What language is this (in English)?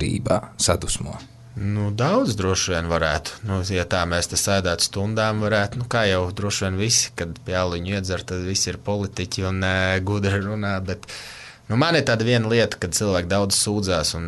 Latvian